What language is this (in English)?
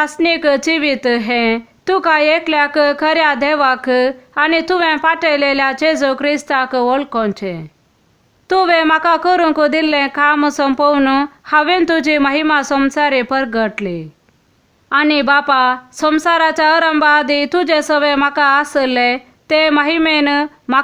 Konkani